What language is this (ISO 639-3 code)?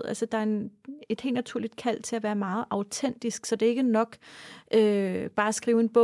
dan